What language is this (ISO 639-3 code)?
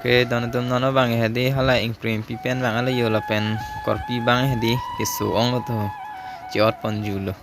mjw